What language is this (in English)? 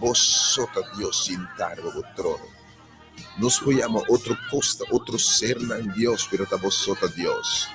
Papiamento